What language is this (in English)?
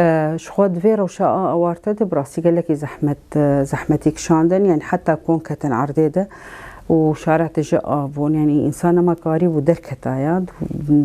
Kurdish